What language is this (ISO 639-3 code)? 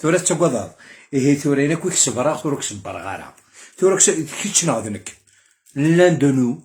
kab